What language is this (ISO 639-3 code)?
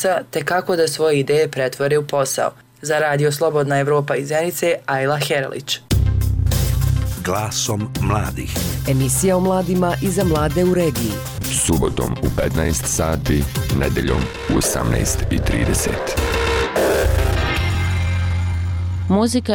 bos